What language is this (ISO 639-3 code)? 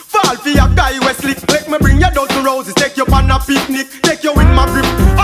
eng